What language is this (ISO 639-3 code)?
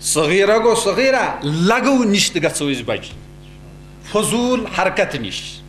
kas